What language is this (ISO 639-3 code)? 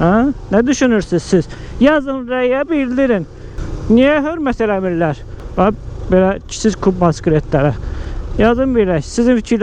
aze